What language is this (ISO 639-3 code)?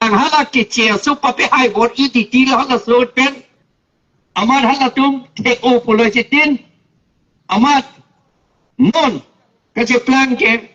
mjw